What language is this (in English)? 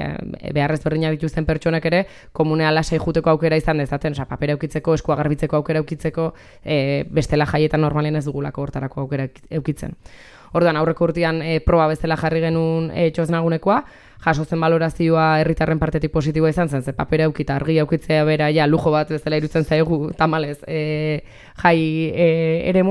Basque